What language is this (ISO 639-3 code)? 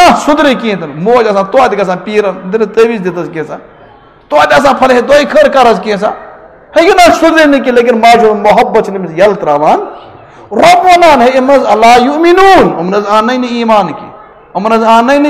kas